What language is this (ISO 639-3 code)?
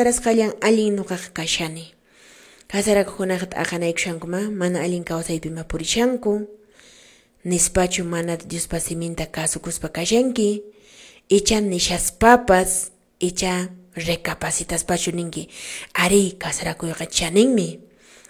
que